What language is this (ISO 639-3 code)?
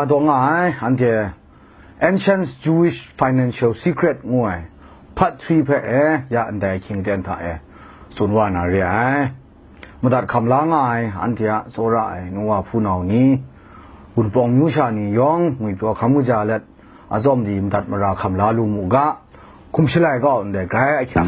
kac